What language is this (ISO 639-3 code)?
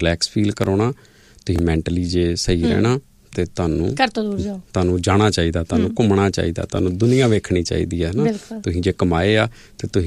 pan